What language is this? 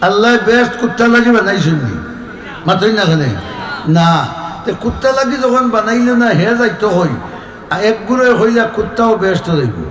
Sylheti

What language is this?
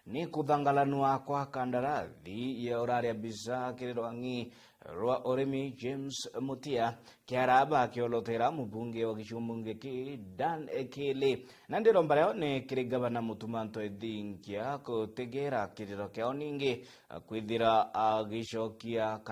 Meru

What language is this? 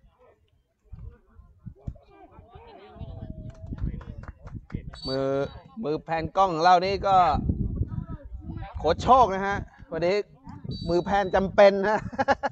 Thai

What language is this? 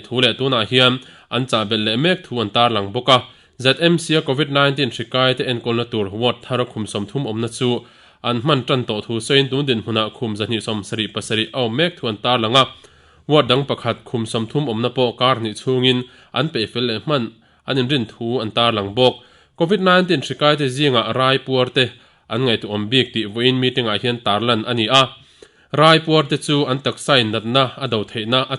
Mizo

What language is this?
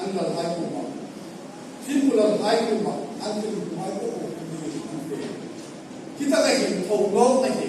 Hmar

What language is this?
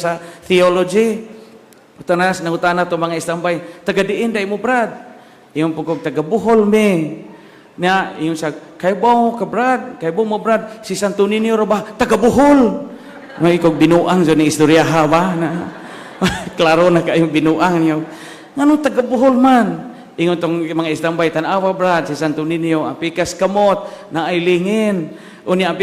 Cebuano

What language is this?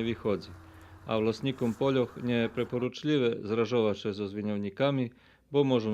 Rusyn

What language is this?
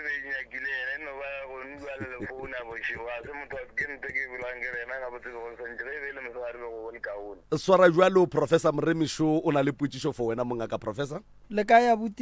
Northern Sotho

